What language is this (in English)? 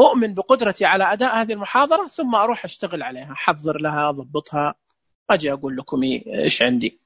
Najdi Arabic